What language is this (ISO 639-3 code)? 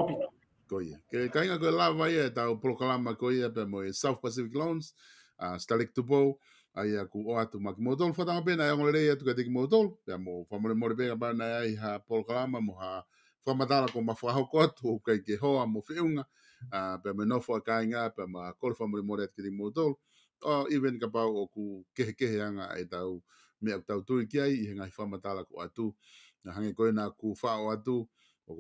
ton